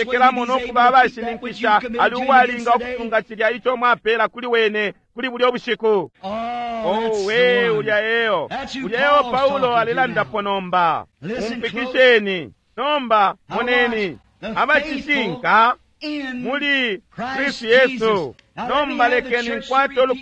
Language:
Bemba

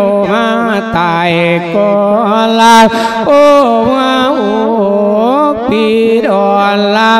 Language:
Lao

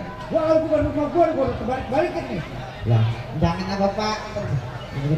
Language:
Betawi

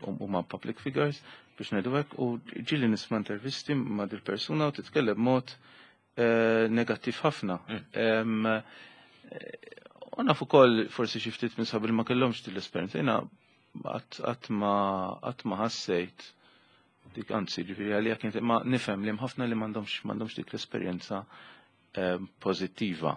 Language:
Maltese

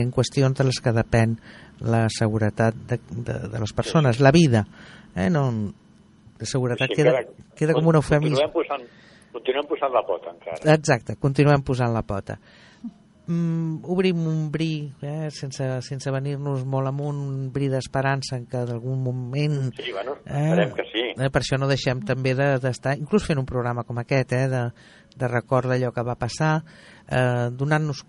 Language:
Catalan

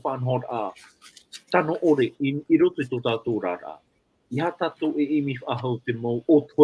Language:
Tahitian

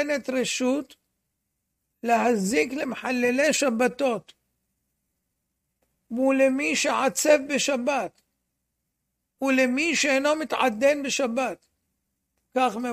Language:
Hebrew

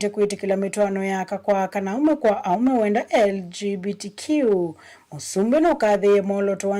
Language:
Kamba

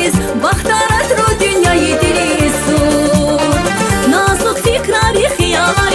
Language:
Tabassaran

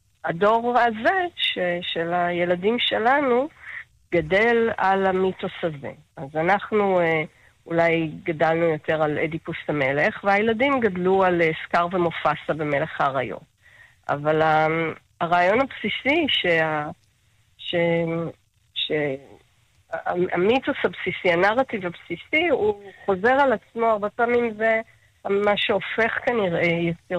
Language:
Hebrew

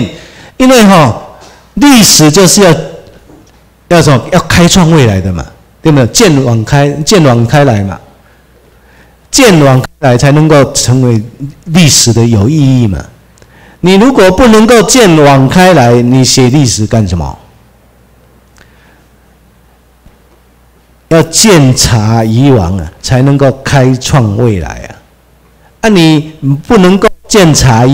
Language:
Chinese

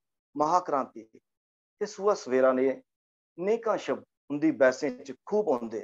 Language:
Dogri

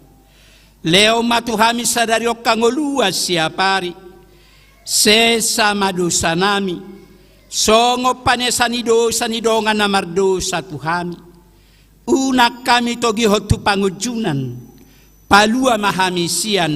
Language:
Batak Toba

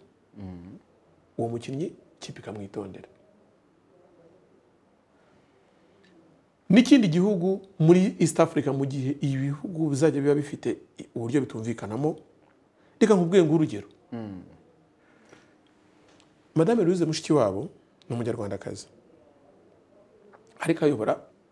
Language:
Kinyarwanda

